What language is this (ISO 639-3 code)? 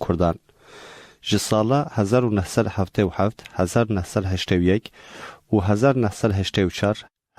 kur